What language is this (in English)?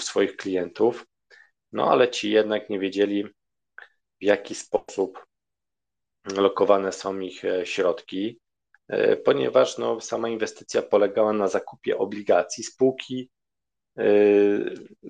Polish